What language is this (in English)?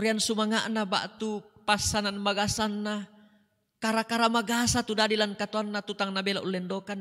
Toraja-Sa'dan